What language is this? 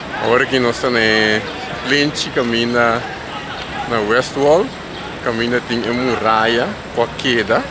Papiamento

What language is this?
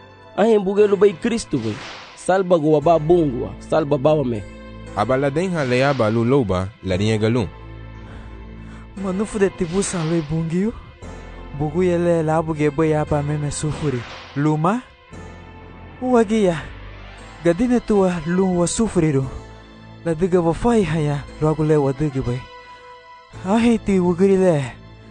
Garifuna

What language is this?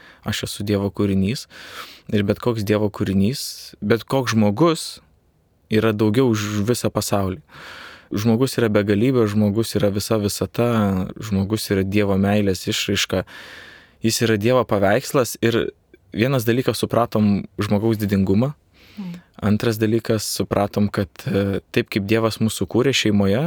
Lithuanian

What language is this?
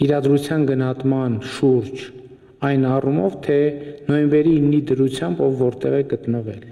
Armenian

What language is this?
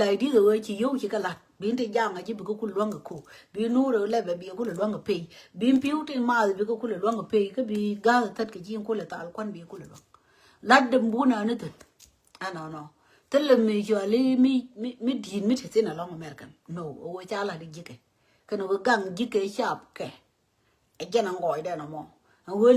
Nuer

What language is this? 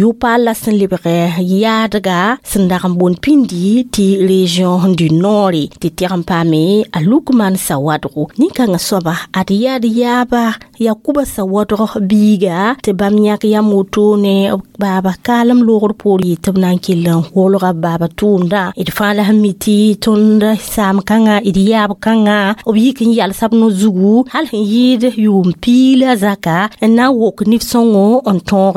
Mossi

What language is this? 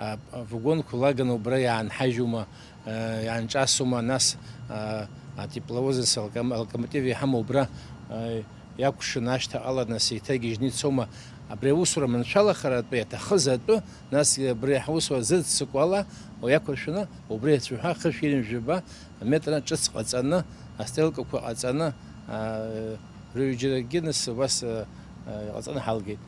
Abkhazian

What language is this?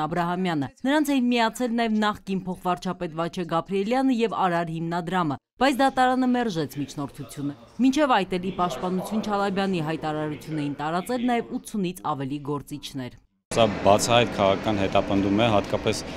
Armenian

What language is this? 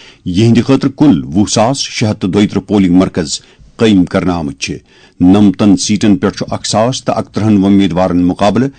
Kashmiri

